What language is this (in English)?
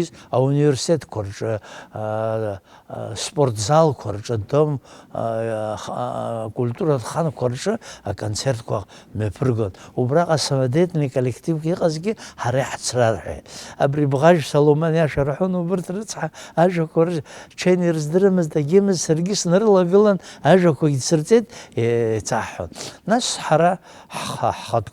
Abkhazian